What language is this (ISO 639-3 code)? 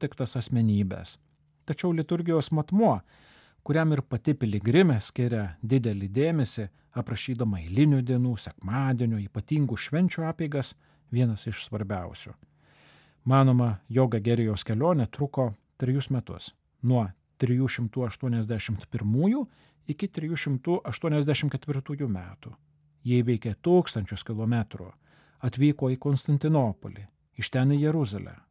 lit